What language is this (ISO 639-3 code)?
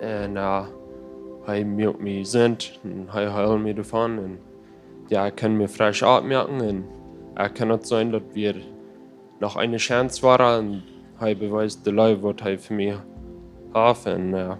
pdt